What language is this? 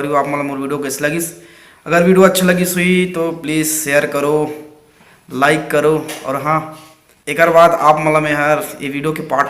Chhattisgarhi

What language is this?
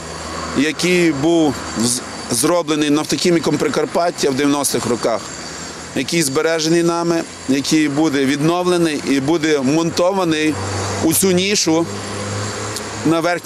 Ukrainian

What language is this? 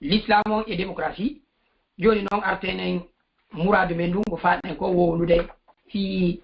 Fula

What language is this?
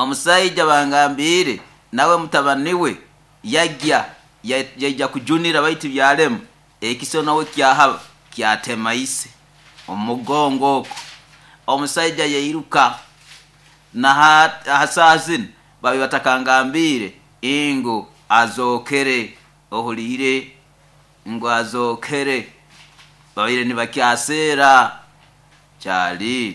Nyoro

